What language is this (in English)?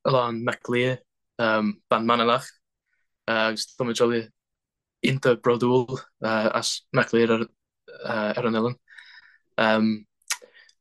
Irish